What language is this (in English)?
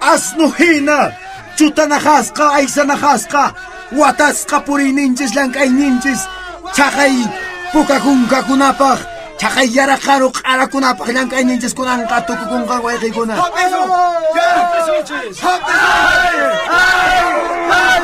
Quechua